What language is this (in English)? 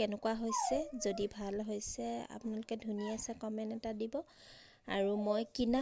Assamese